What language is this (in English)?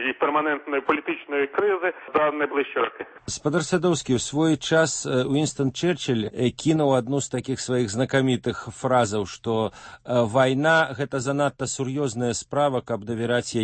Belarusian